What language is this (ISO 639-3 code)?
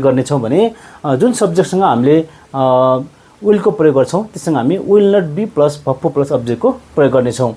nep